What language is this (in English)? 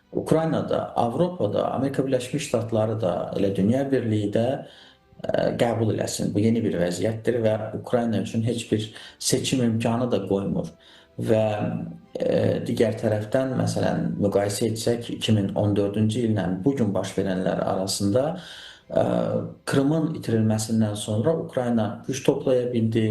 Azerbaijani